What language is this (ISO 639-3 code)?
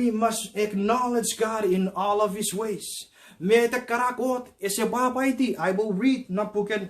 chk